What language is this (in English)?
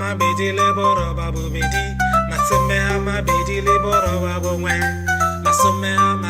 Tswana